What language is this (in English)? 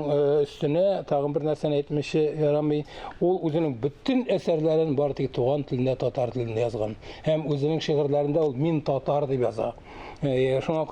Tatar